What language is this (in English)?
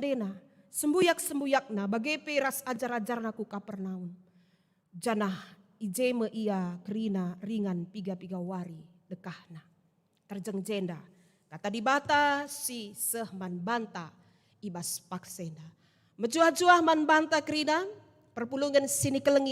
Batak Karo